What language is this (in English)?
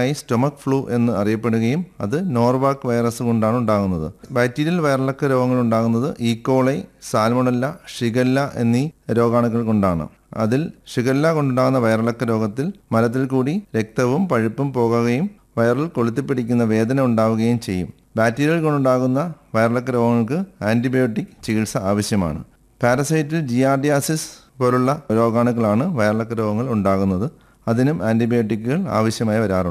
Malayalam